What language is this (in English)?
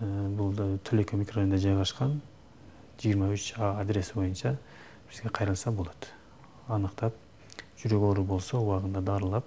Kyrgyz